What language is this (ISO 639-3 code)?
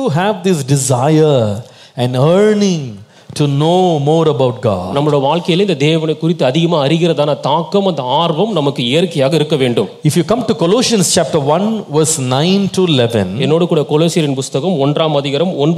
tam